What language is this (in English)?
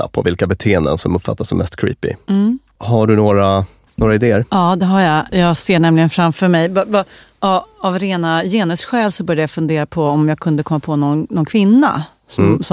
Swedish